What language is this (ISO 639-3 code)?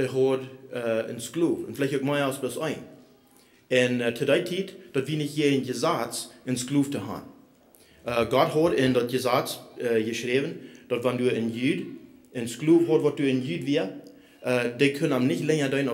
pdt